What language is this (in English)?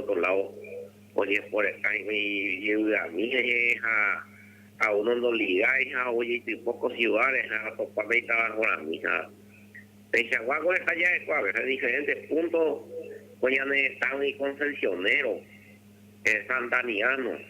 Guarani